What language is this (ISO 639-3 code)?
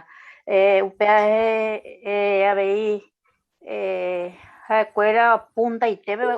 grn